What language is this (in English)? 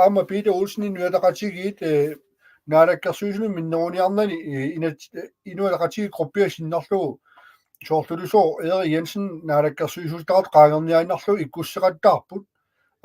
Kalaallisut